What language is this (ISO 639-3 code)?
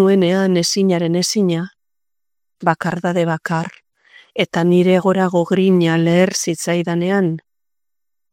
eus